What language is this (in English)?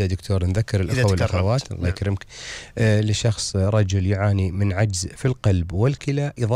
Gulf Arabic